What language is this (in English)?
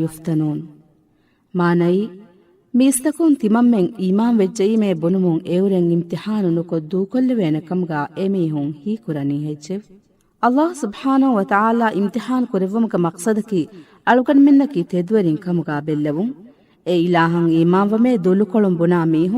Divehi